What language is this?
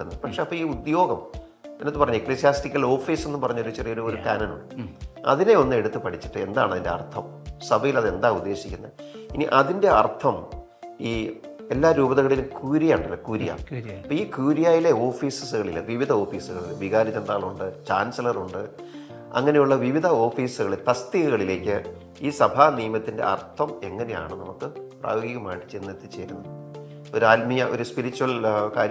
Malayalam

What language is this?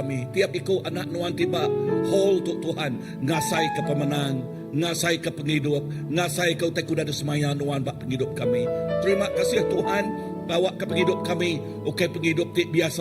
Iban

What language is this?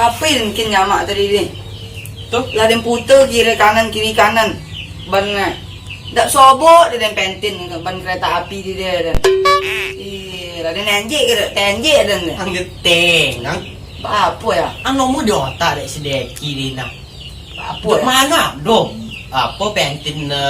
Minangkabau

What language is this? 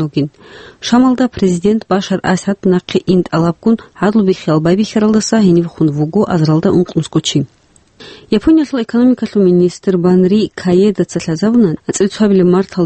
Avaric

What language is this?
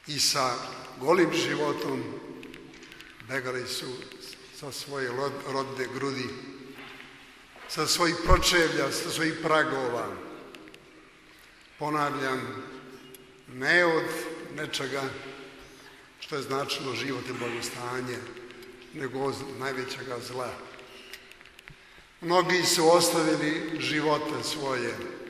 Serbian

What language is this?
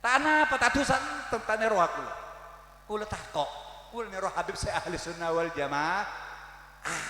Madurese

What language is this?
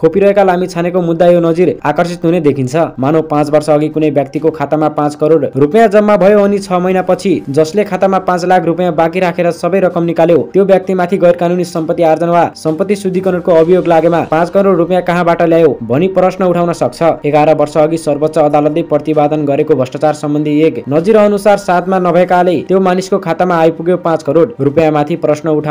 Nepali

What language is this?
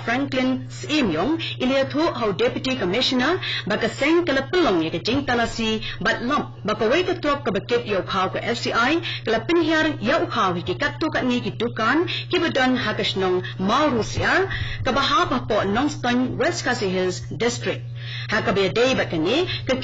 Khasi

